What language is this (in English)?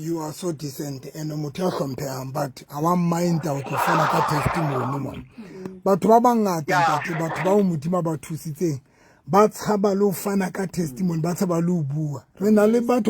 Southern Sotho